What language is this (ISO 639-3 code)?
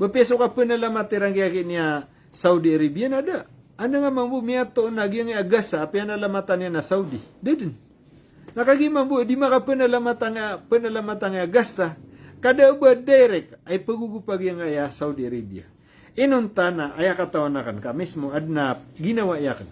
mrw